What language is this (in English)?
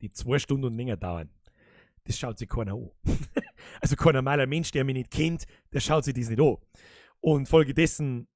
Bavarian